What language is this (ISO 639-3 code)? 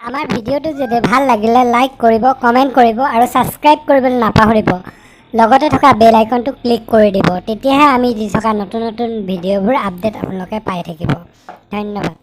asm